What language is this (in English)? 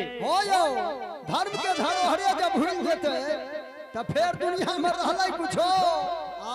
Maithili